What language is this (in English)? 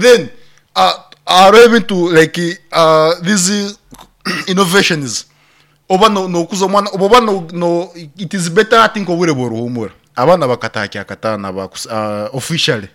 Nyankole